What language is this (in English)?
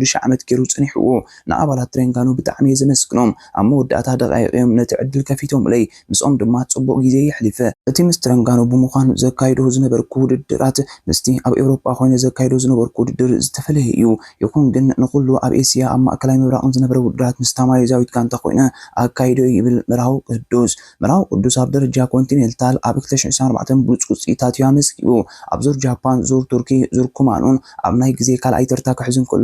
Tigrinya